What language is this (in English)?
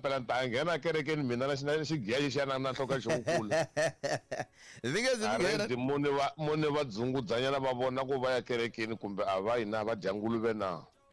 Tsonga